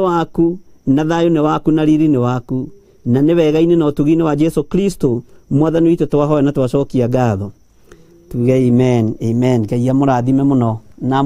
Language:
Kikuyu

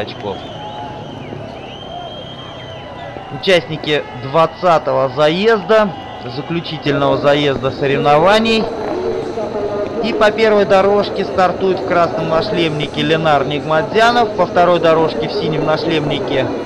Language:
Russian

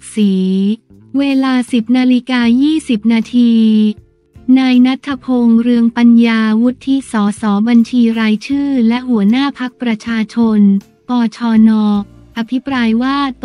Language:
Thai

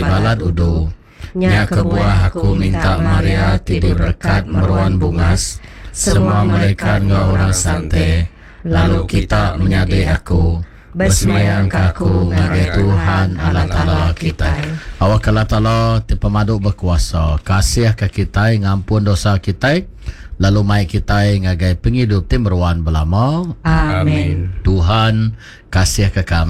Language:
Iban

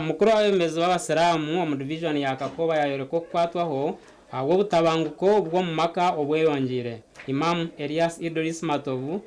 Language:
Nyankole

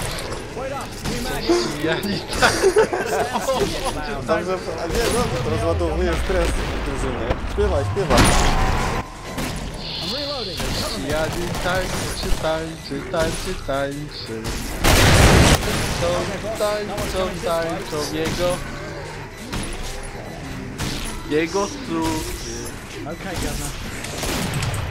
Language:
Polish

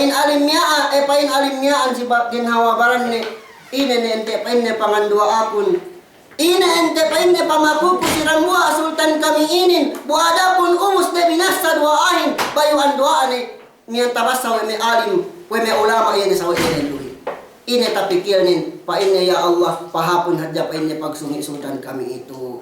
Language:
Yakan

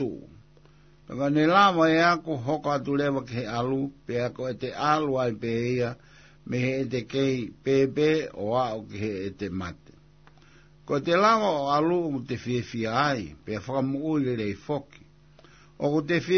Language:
Tongan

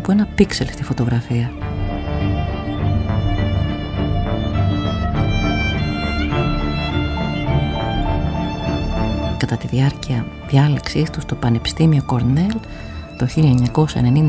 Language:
Greek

